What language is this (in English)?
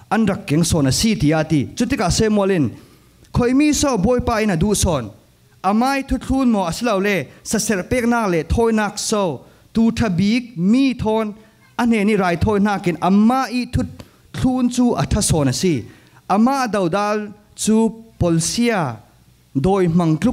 Falam Chin